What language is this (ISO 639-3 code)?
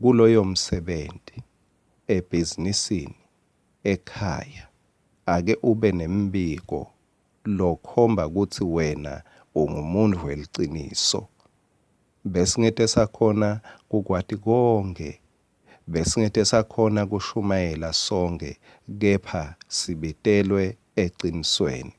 ssw